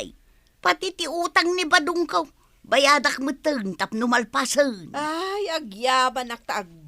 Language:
Iloko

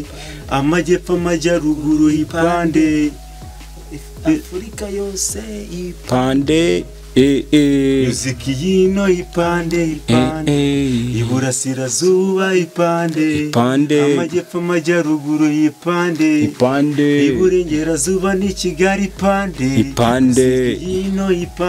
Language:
Kinyarwanda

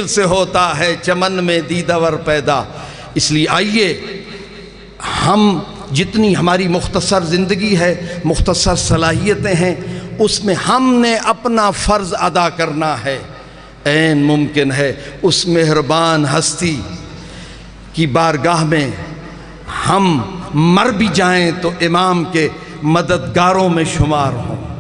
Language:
Urdu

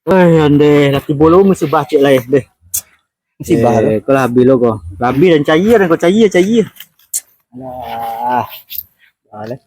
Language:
Minangkabau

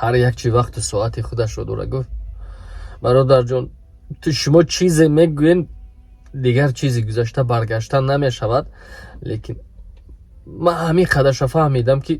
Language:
Tajik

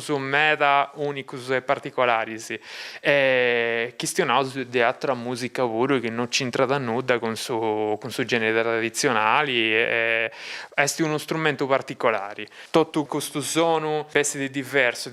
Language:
Sardinian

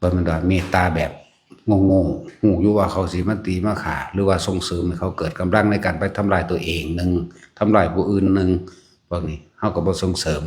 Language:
Northeastern Thai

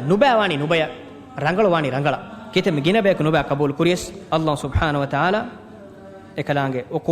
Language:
Divehi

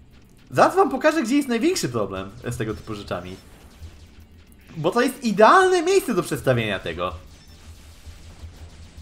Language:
Polish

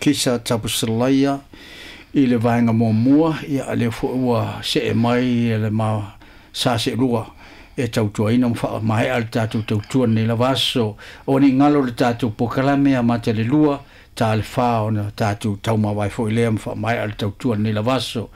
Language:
Samoan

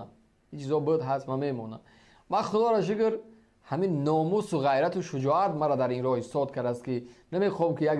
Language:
Tajik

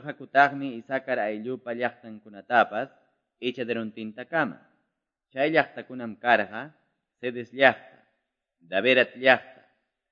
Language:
Quechua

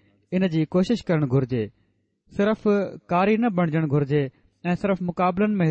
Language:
Sindhi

